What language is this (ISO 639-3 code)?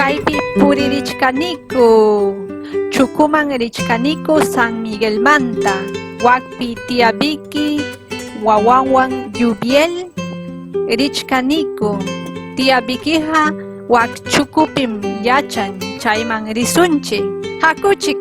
quy